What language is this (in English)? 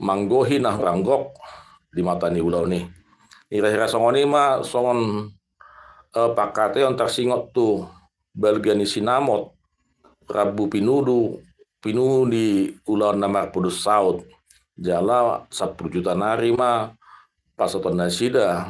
Batak Toba